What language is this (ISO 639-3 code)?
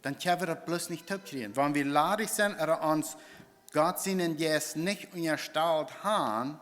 pdt